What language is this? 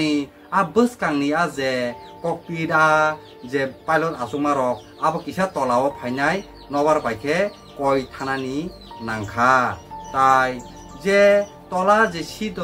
Kok Borok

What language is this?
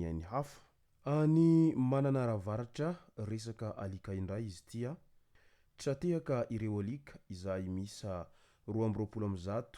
Malagasy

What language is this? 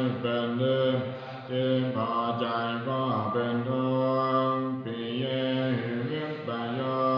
Pali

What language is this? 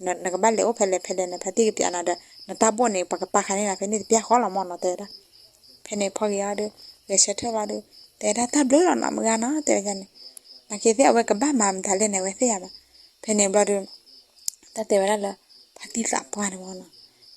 S'gaw Karen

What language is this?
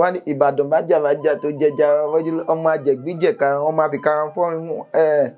Yoruba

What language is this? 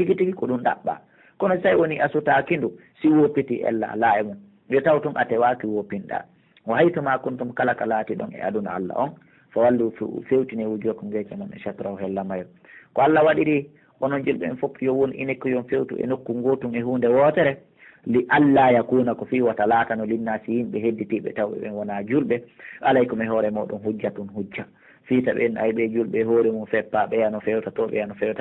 Pular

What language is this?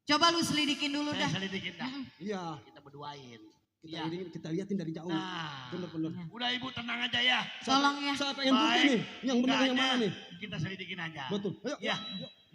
Betawi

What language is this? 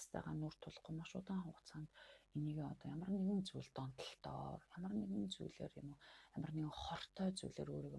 Mongolian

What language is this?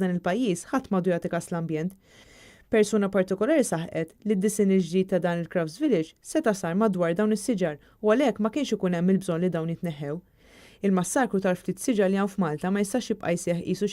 Maltese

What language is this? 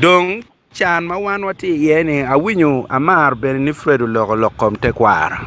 Acoli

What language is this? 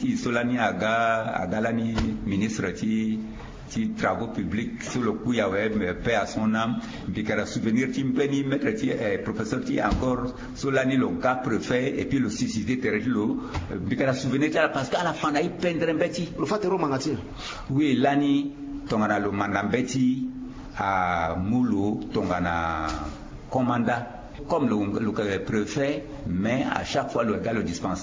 Sango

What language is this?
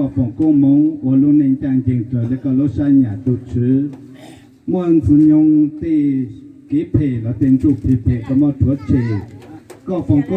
Hmong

